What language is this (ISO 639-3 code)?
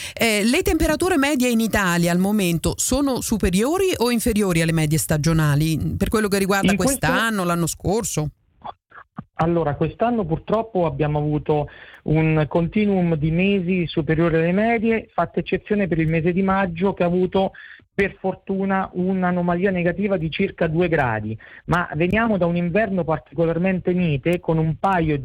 ita